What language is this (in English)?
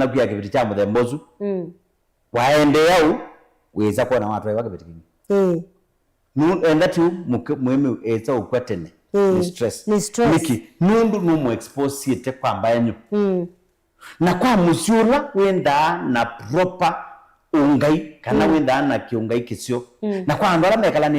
Kamba